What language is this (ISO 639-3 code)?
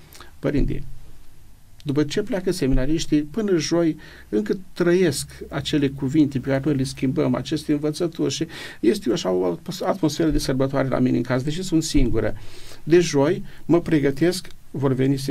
ron